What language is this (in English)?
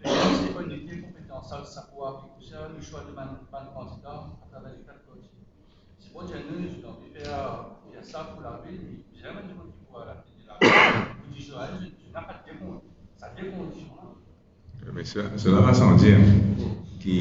Morisyen